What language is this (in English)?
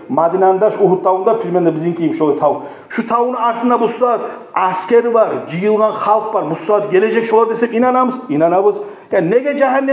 Kumyk